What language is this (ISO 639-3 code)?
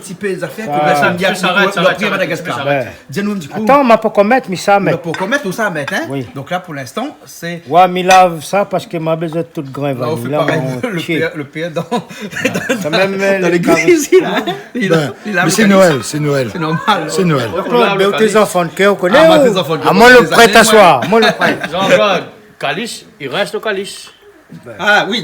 rcf